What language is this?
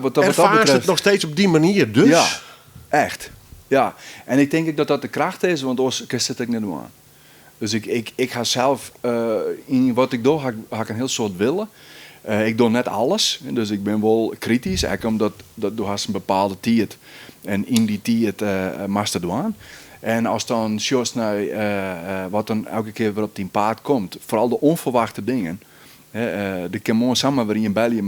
Western Frisian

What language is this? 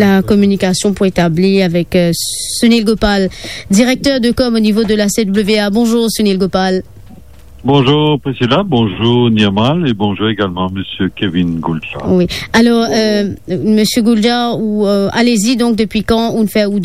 Morisyen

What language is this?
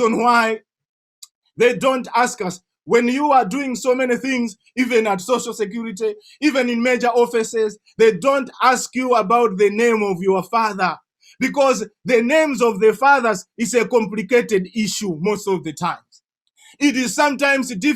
English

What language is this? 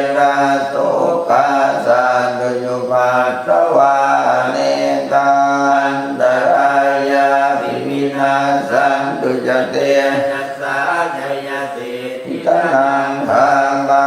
Pali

